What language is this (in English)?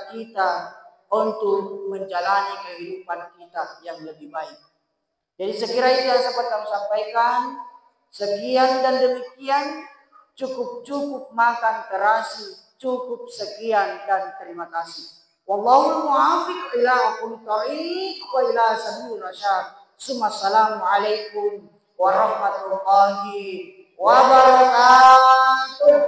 Buginese